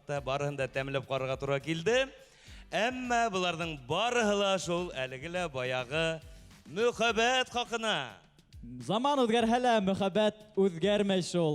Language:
Bashkir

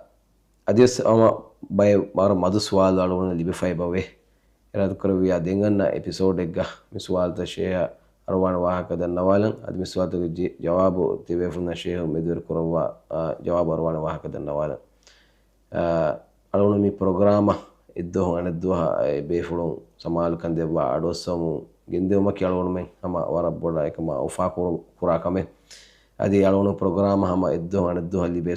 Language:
Divehi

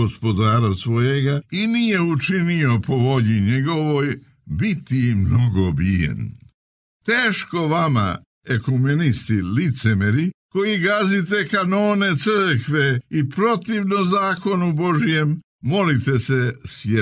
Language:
Serbian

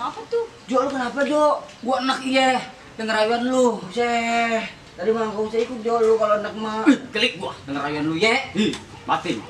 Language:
Betawi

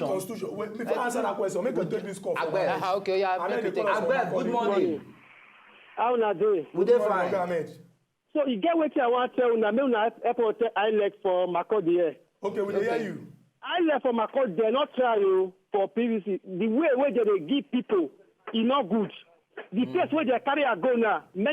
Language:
Nigerian Pidgin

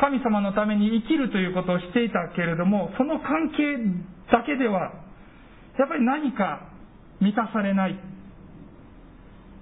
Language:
Japanese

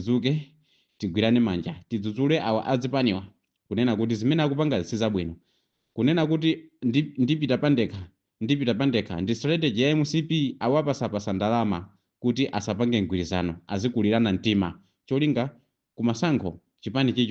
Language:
Nyanja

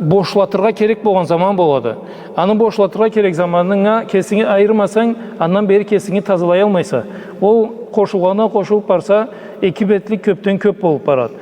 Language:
Karachay-Balkar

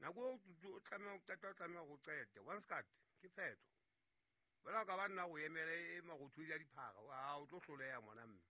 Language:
Southern Sotho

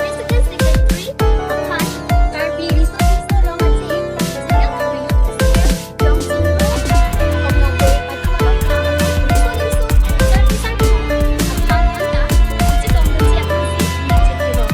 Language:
Karbi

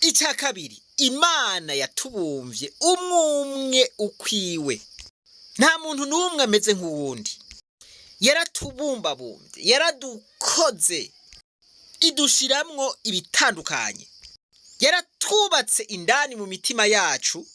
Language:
Rundi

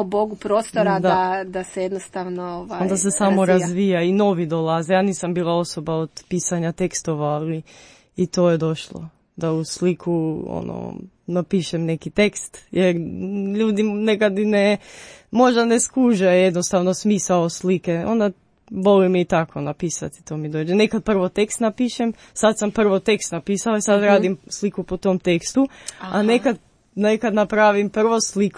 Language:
Croatian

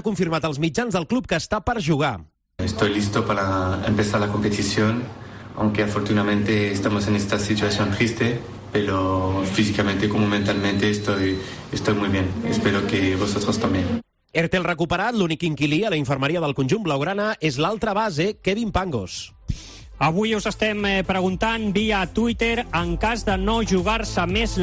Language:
Catalan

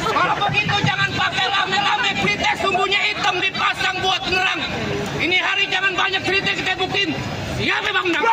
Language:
Betawi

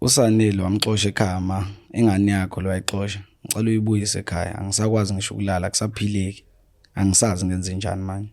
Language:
Zulu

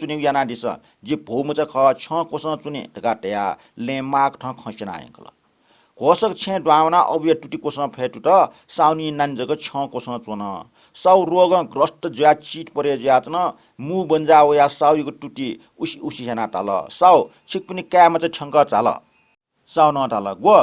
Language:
Newari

